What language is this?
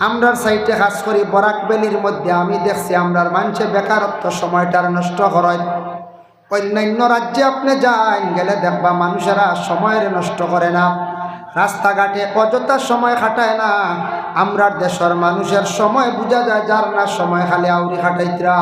Sylheti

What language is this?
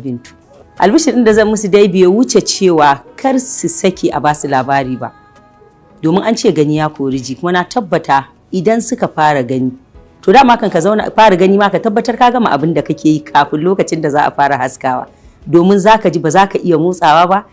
Hausa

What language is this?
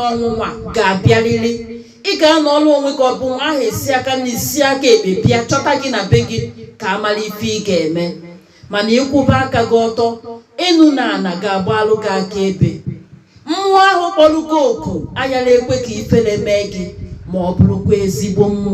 Igbo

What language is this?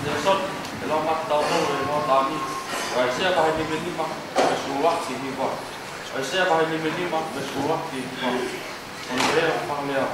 Tongan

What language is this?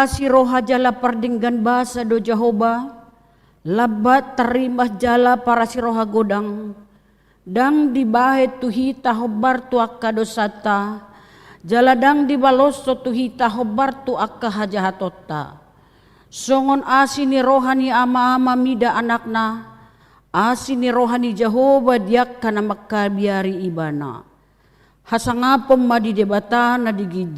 Batak Toba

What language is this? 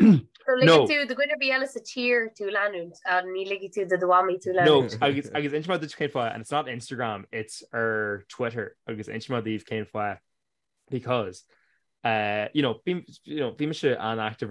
Irish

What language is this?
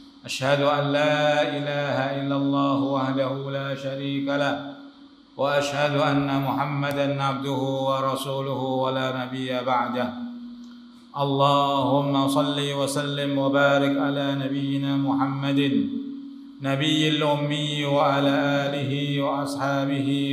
Indonesian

